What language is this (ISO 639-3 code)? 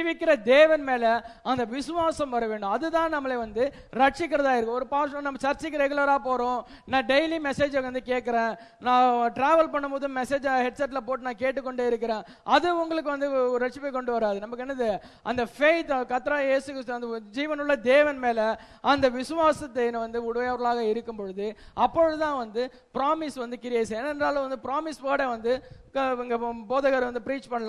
tam